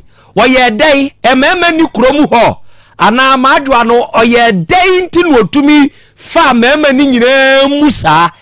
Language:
Akan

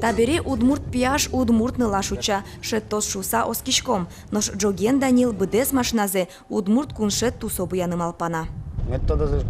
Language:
Udmurt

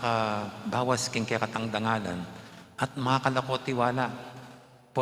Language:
Pampanga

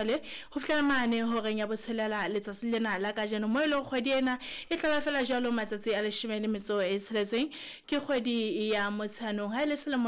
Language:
Southern Sotho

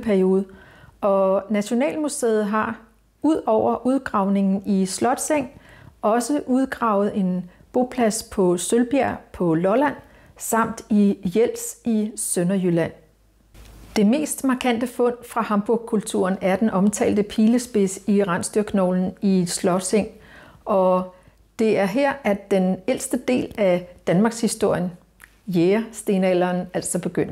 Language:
Danish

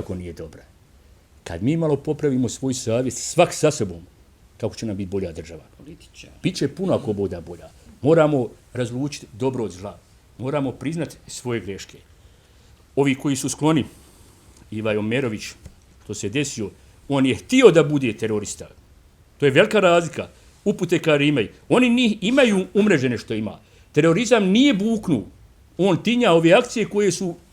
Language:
Bosnian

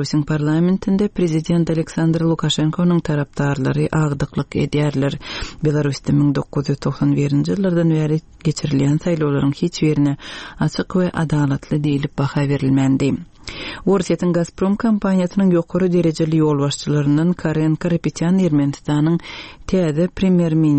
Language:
Turkmen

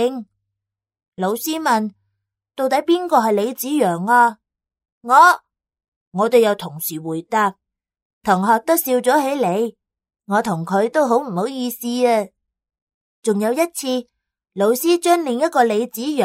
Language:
Cantonese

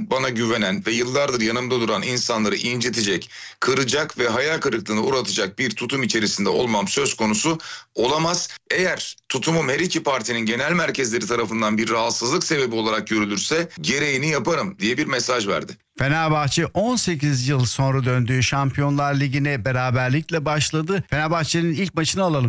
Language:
Turkish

